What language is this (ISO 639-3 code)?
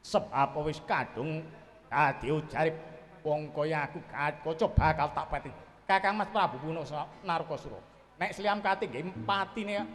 jav